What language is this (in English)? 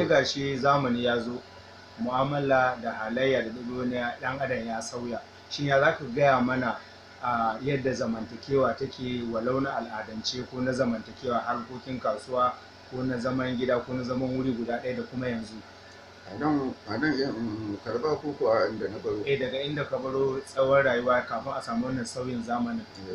Hausa